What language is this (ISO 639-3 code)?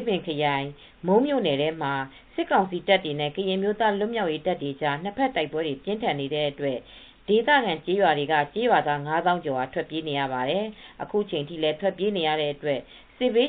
mya